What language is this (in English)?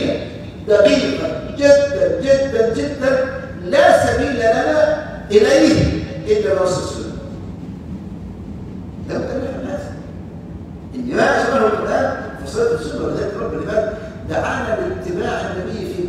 Arabic